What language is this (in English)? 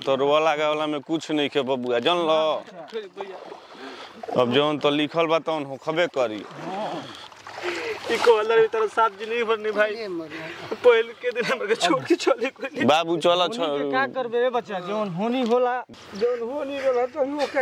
Bhojpuri